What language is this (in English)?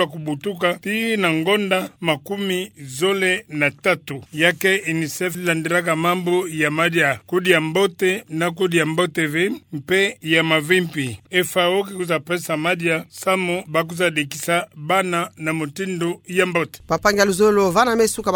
Kituba (Democratic Republic of Congo)